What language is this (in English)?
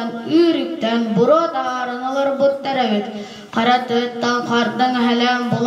Yakut